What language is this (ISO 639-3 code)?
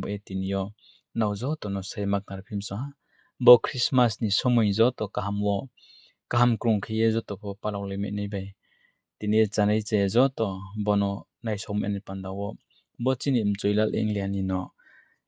ria